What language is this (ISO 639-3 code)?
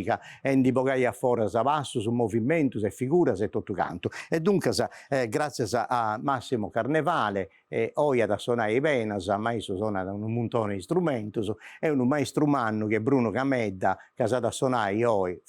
srd